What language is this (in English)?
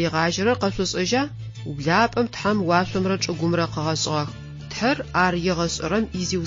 Adyghe